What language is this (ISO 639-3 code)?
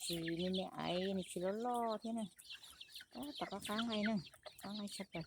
hmn